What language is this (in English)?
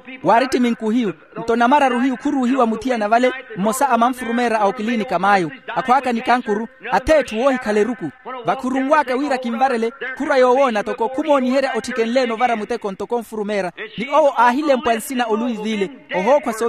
Makhuwa